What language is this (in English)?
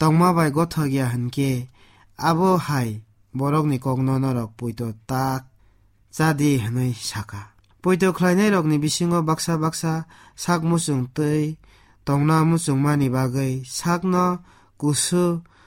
Kok Borok